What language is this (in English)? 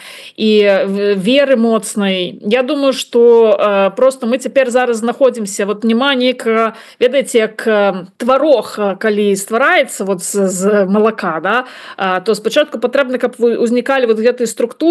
Belarusian